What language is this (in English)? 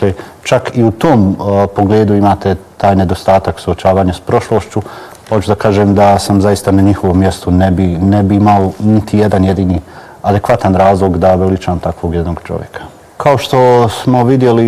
Bosnian